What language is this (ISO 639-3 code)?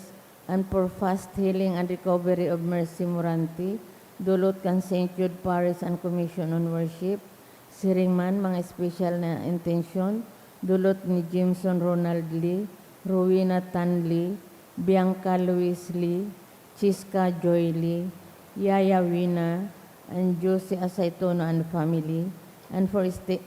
bik